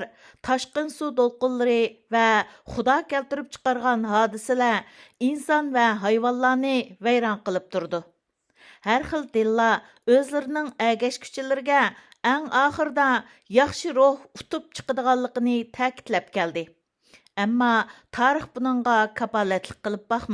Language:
Uyghur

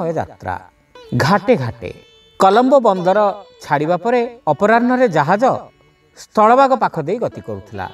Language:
Odia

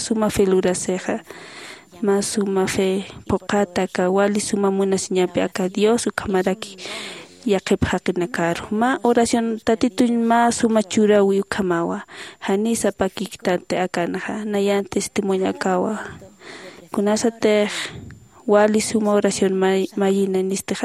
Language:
Aymara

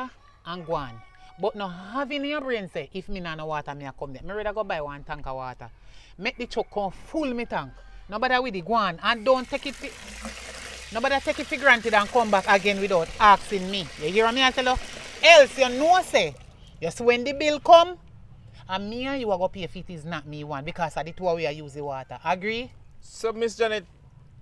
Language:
Jamaican Creole English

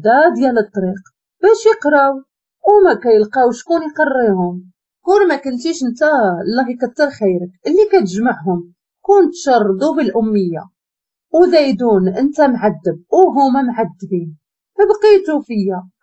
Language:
Moroccan Arabic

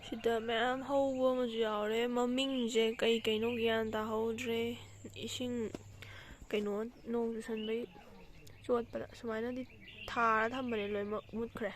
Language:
Manipuri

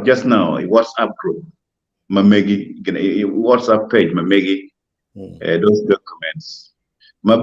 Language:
Acoli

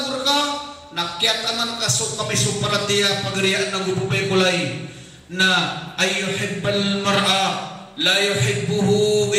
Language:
Maranao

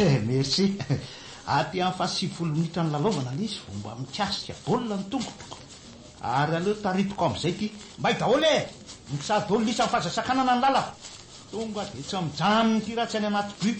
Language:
Malagasy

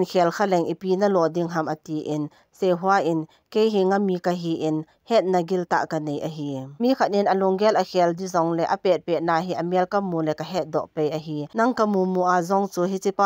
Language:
Thado Chin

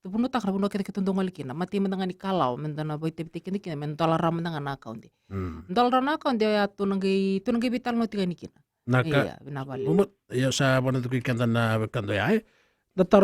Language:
Fijian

